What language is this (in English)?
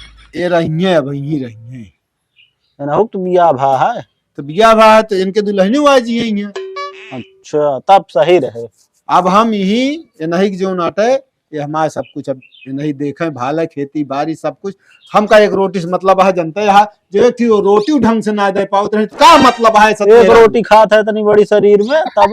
Awadhi